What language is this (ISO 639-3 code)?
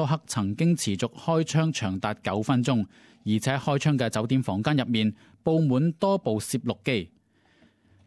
yue